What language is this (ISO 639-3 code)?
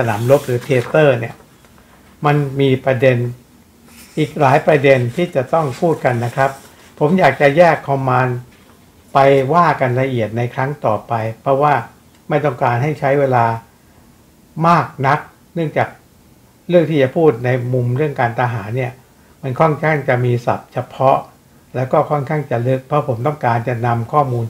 tha